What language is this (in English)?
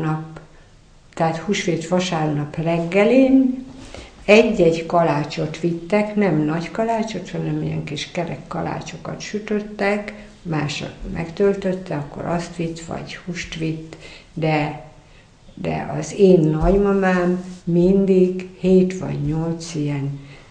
Hungarian